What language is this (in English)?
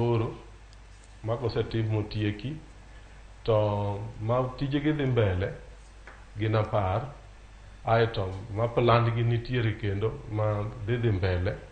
Luo (Kenya and Tanzania)